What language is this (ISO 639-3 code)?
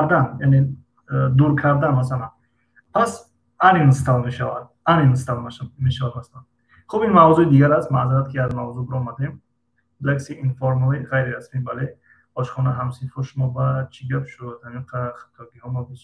tgk